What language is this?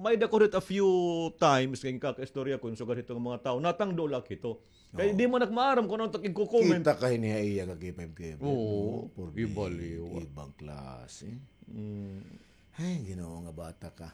Waray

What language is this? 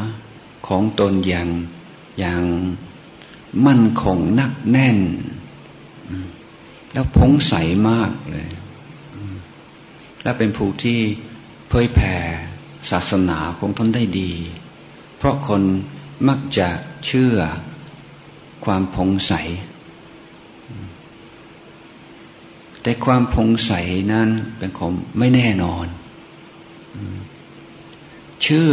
Thai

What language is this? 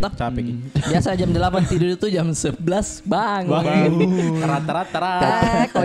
Makassar Malay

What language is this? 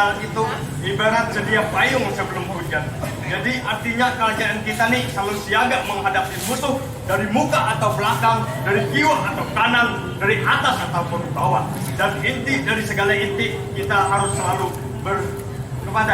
Banjar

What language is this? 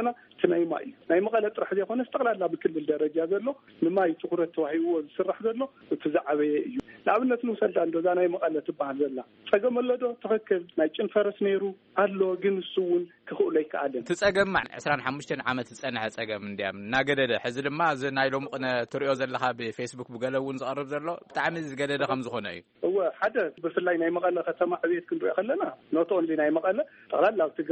Tigrinya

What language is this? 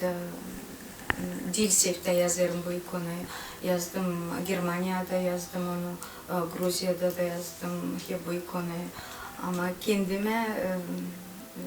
Gagauz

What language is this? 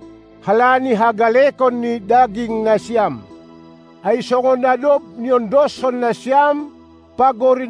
Batak Simalungun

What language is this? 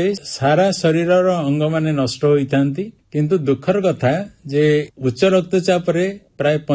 Odia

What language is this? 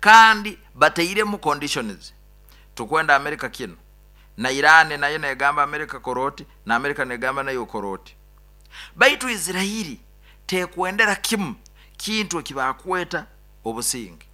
Nyoro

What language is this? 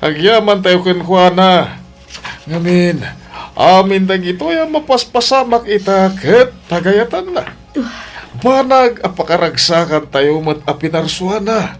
Iloko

